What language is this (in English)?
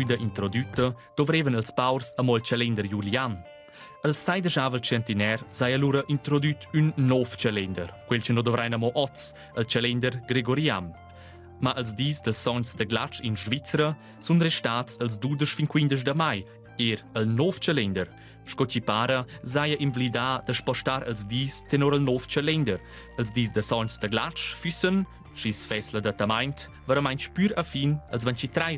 Romansh